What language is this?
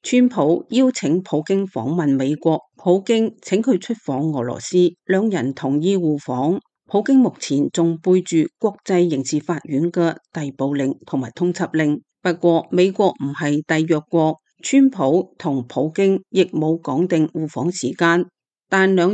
Cantonese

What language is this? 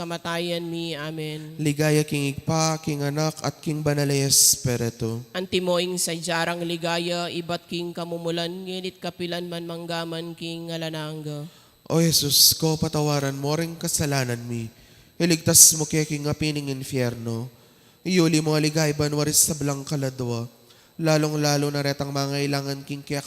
Pampanga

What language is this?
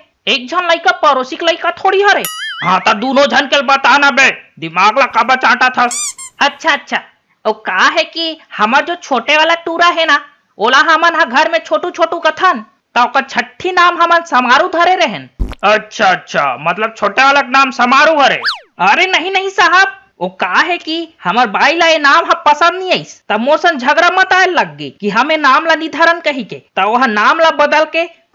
Chhattisgarhi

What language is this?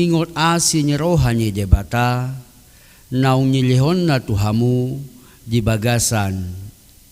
Batak Toba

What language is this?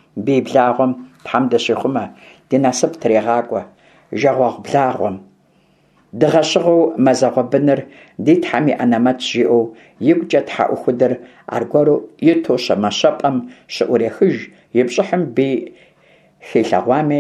Kabardian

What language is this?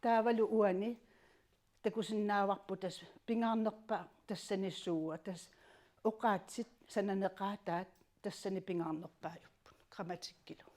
Kalaallisut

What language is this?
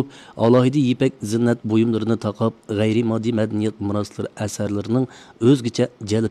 Uyghur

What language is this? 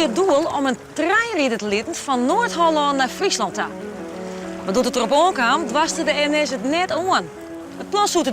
Western Frisian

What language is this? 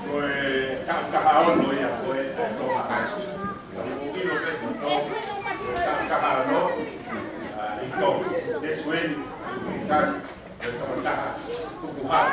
Tongan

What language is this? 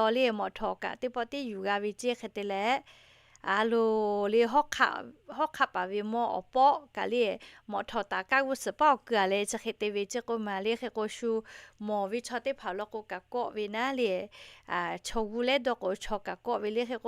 Lahu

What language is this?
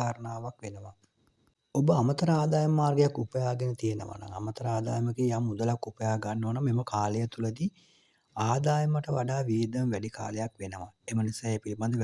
Sinhala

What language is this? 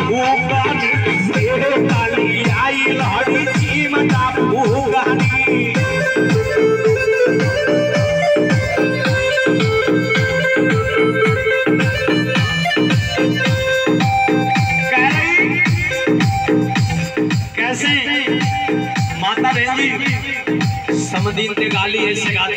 Bhojpuri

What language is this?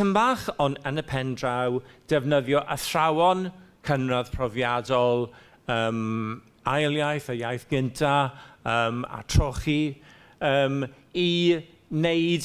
Welsh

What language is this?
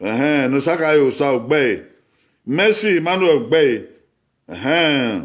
Bini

